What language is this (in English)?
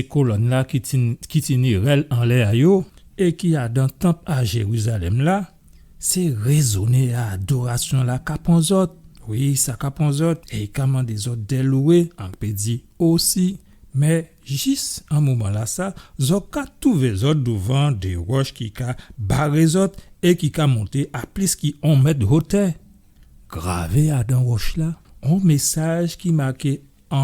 Guadeloupean Creole French